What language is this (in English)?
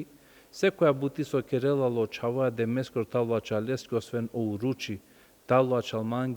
Balkan Romani